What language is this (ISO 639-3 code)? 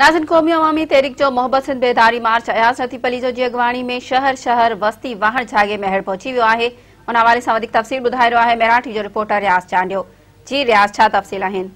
snd